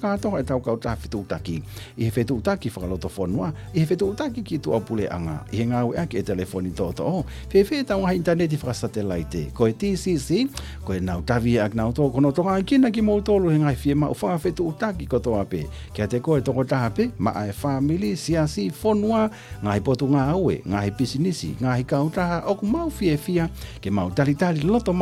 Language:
Tongan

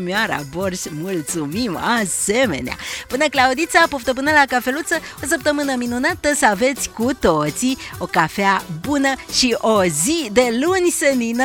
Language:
Romanian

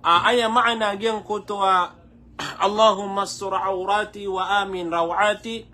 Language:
Maranao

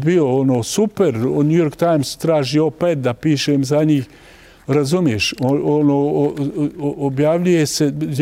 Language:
Bosnian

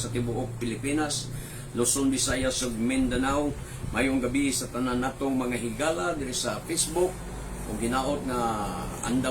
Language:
Cebuano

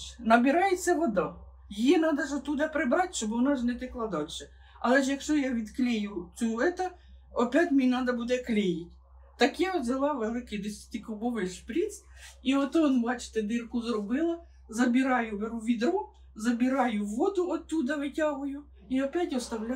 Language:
Ukrainian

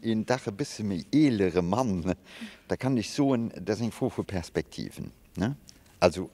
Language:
Luxembourgish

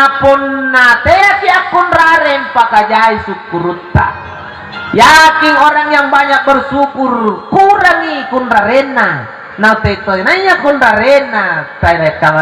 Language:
Makasar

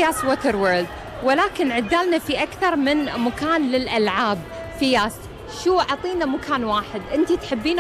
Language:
Gulf Arabic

